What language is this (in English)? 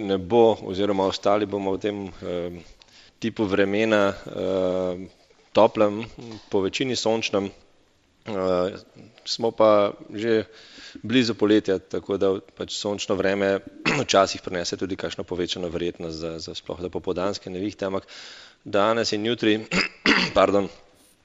Slovenian